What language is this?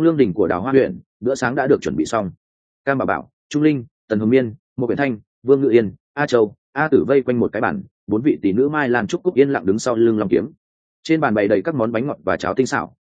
Vietnamese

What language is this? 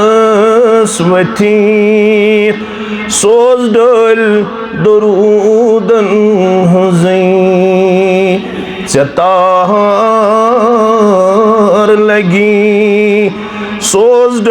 Kashmiri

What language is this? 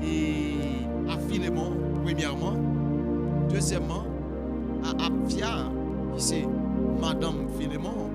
Haitian Creole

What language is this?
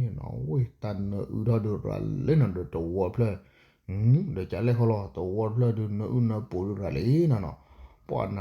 S'gaw Karen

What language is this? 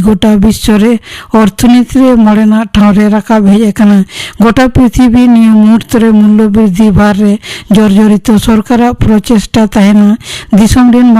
Santali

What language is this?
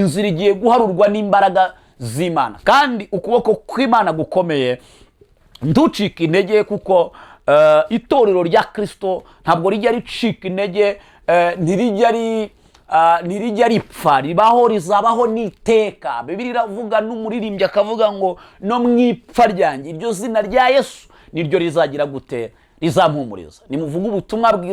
Kinyarwanda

